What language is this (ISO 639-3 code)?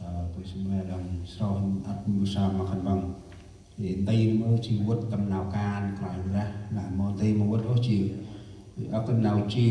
cmo